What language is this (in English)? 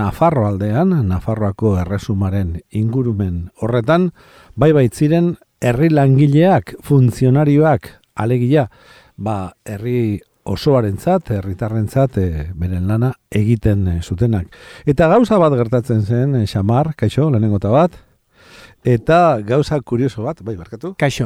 Basque